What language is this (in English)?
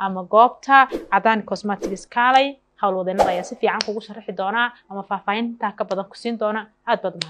Somali